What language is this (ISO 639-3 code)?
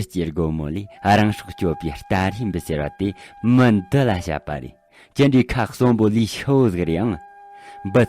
bod